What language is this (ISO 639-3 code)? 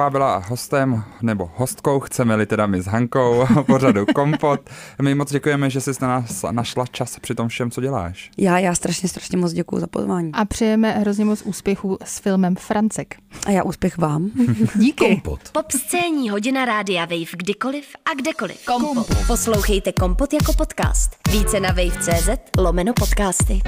ces